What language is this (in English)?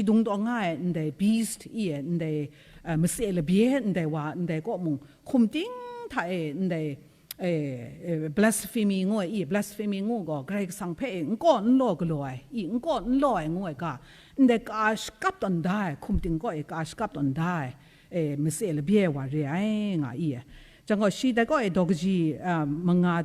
Kachin